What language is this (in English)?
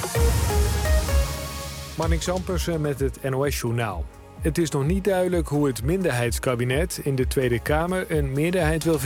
Dutch